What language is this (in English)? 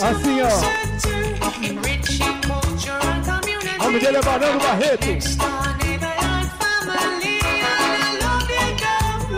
Portuguese